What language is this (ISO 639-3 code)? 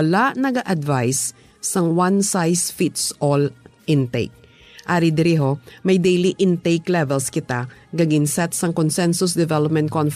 hil